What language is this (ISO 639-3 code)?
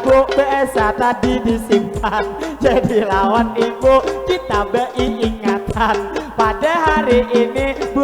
bjn